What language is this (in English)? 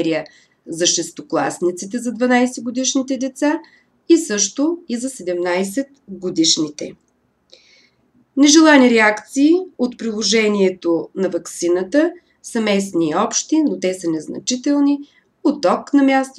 Bulgarian